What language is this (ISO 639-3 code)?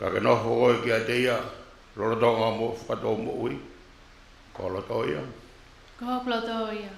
ton